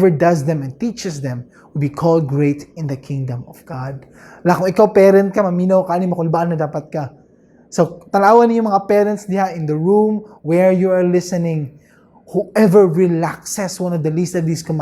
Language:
Cebuano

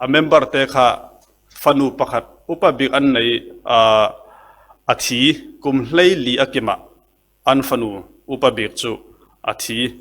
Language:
Falam Chin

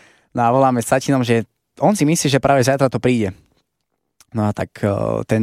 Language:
Slovak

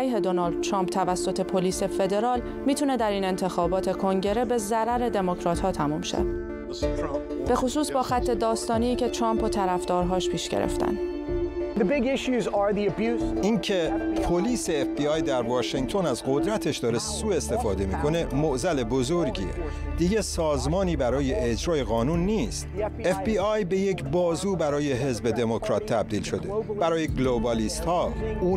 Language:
Persian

